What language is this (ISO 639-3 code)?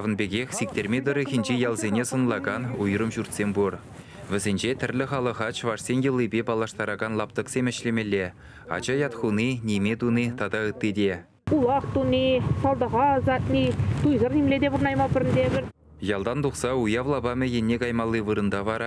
chv